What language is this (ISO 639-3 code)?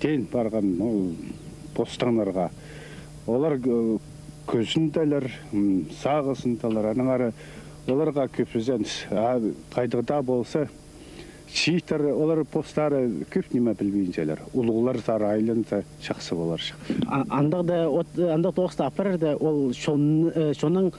kjh